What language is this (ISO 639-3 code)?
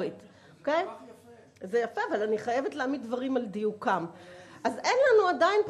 heb